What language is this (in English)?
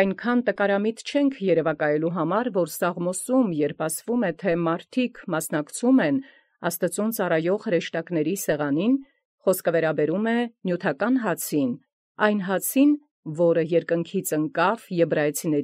Armenian